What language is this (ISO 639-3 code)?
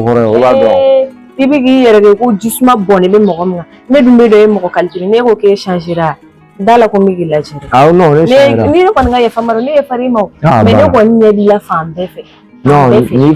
bam